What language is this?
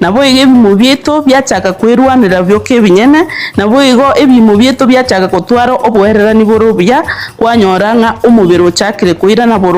Gusii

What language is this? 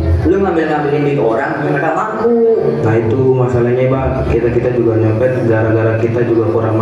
Betawi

